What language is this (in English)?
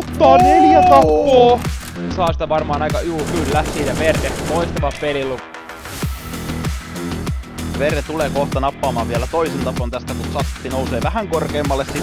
Finnish